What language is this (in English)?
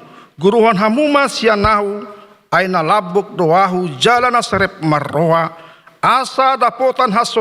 Batak Toba